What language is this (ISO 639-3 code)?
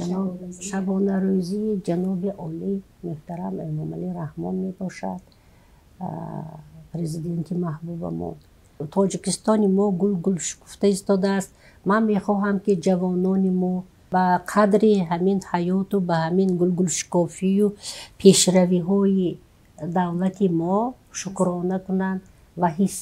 tgk